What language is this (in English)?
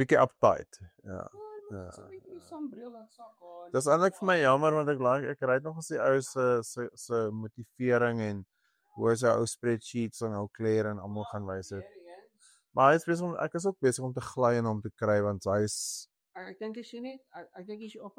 Afrikaans